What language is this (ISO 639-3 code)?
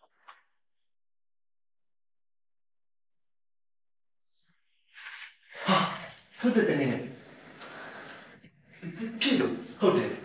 mya